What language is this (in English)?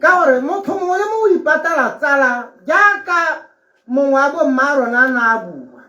Tswana